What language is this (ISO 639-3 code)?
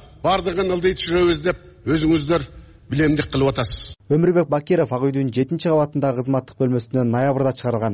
kir